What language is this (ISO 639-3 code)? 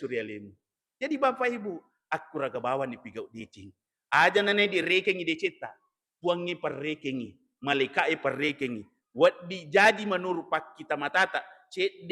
bug